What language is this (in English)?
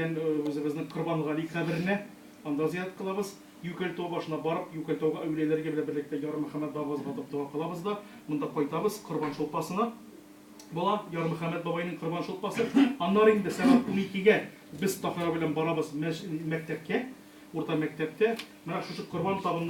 Tatar